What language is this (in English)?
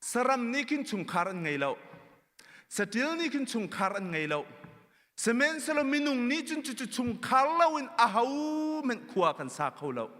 Hakha Chin